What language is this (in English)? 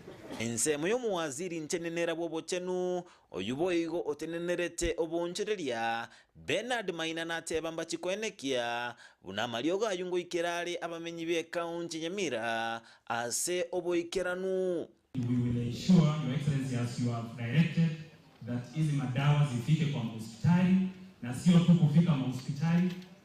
Gusii